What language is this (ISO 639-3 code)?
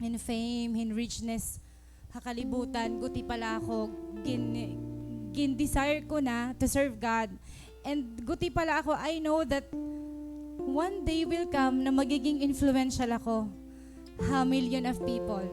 war